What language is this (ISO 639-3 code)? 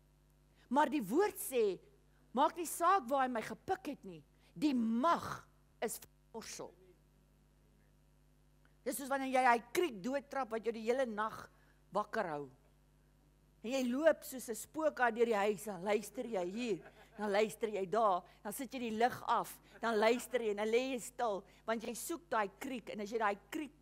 afr